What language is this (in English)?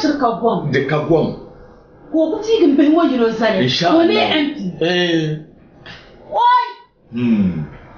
Dagbani